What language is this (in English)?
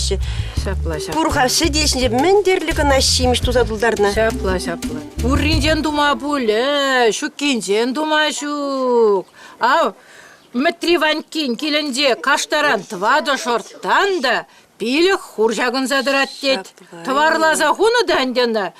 Chuvash